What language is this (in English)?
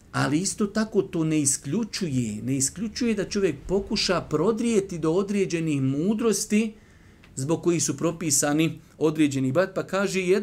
Bosnian